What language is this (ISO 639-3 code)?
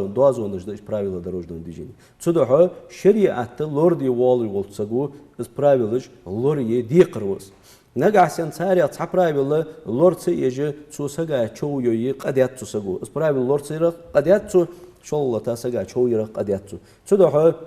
inh